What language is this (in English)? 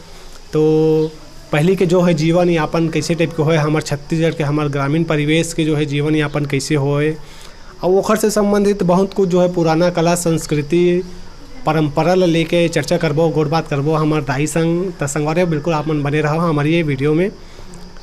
Chhattisgarhi